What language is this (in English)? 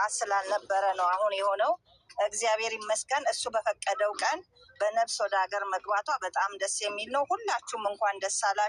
Amharic